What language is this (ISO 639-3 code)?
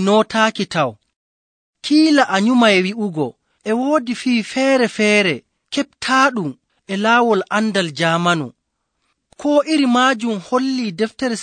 fuv